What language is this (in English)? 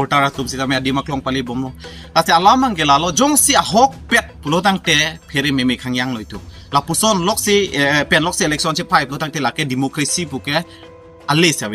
Karbi